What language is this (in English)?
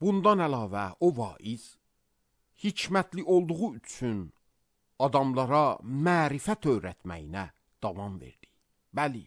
Azerbaijani